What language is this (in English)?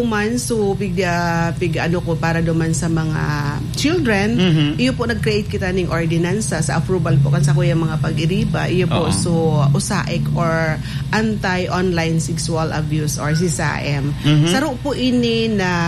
Bikol